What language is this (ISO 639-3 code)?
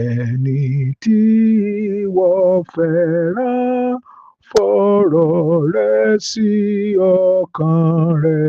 yor